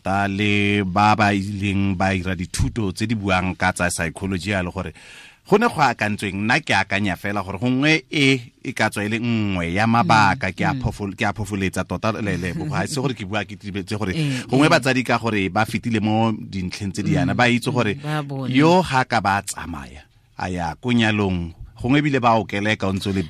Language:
Tswana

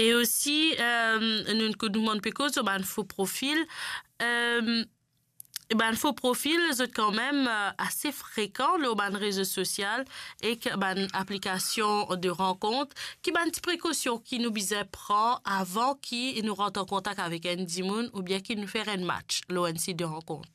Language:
Morisyen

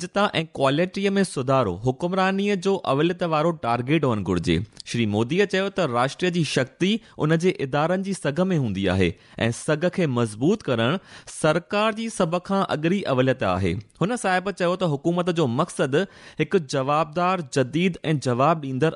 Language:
Sindhi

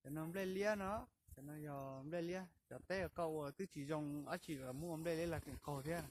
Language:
Hmong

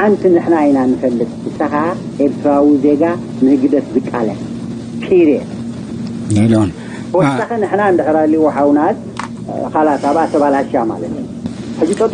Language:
Tigrinya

